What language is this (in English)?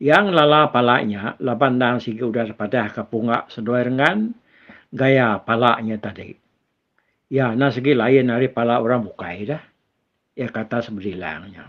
Iban